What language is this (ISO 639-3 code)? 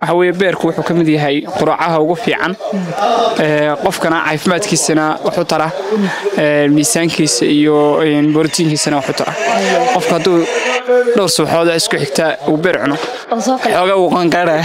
som